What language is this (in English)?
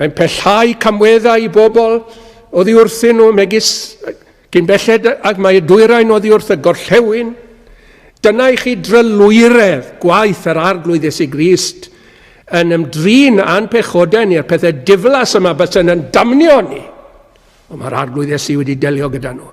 Welsh